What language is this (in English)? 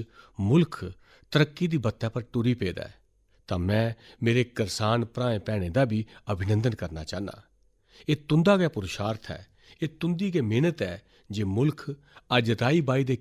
Dogri